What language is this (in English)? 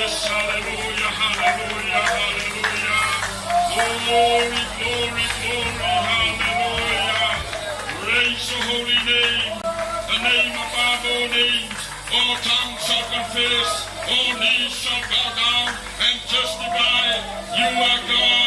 Samoan